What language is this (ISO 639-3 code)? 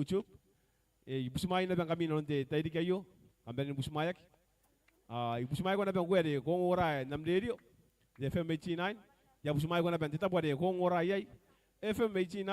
gil